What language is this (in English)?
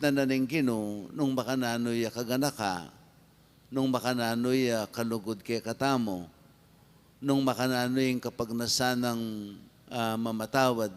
Pampanga